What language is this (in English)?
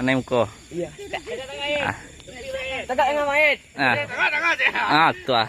Minangkabau